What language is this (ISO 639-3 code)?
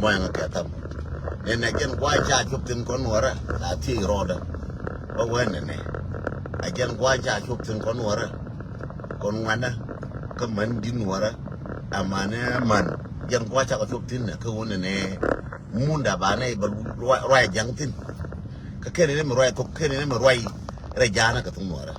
nus